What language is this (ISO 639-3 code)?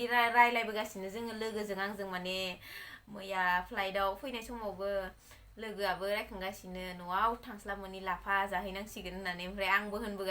brx